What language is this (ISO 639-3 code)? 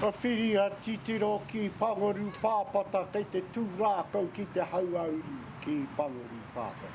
mri